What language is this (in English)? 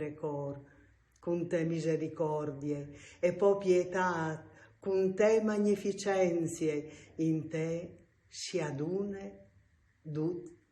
Friulian